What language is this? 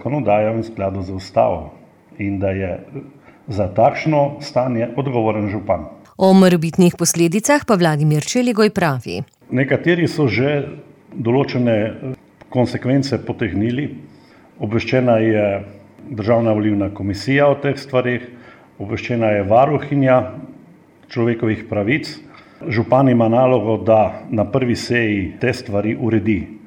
Slovenian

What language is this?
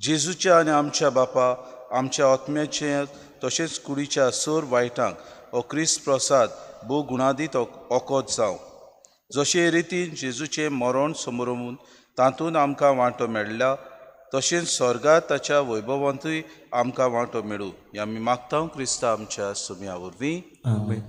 Konkani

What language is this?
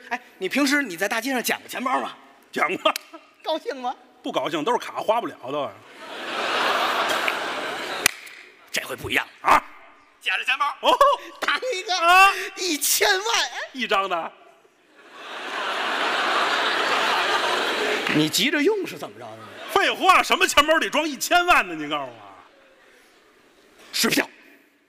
Chinese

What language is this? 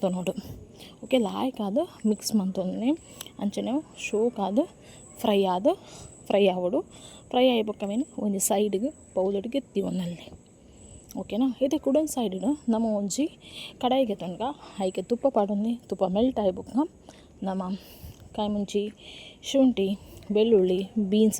Tulu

